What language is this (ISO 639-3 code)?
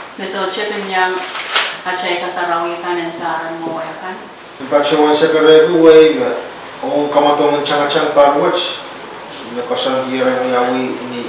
pon